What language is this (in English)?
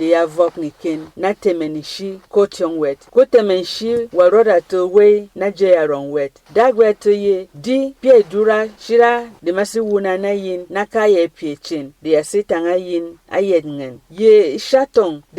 Berom